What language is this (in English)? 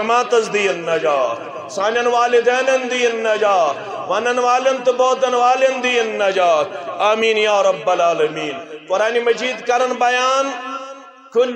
Kashmiri